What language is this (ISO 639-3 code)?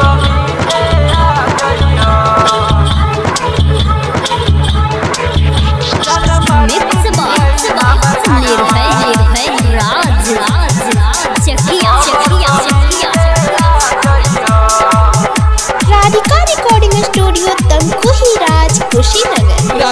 bho